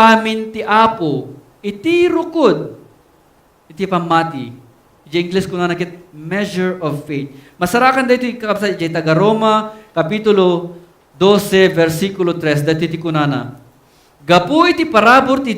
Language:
Iloko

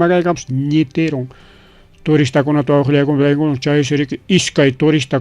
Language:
Ayacucho Quechua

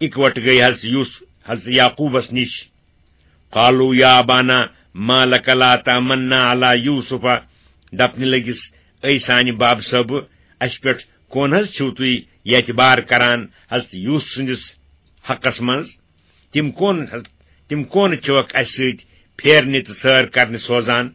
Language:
Kashmiri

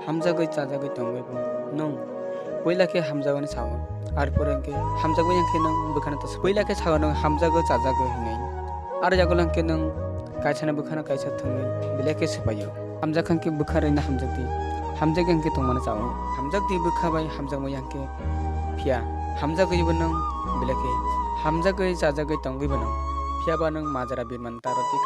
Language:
Kok Borok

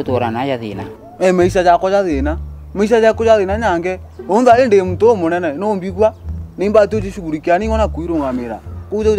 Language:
Meru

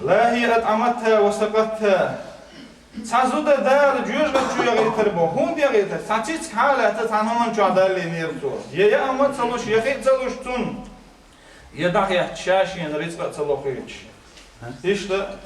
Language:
Chechen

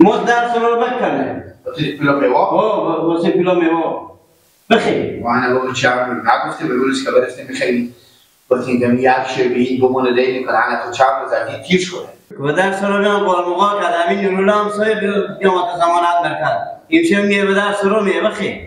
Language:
Persian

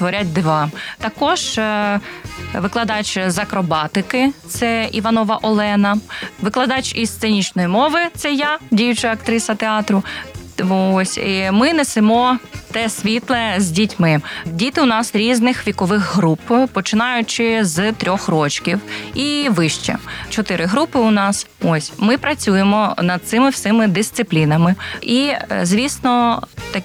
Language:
Ukrainian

